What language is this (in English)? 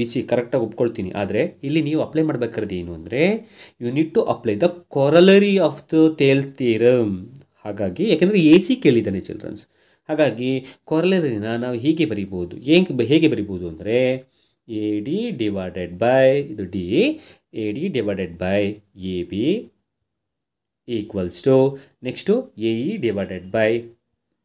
Kannada